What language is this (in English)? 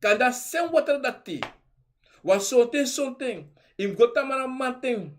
Sranan Tongo